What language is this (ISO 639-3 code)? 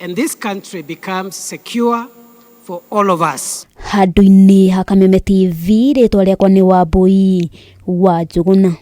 kik